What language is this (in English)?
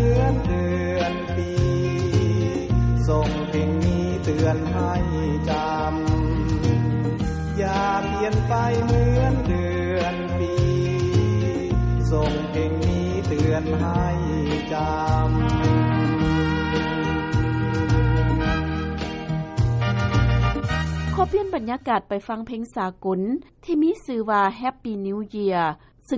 Thai